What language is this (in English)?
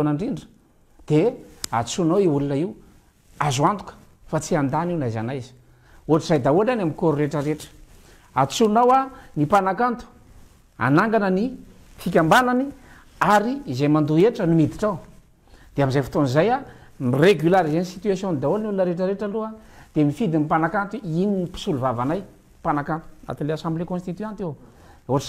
Malagasy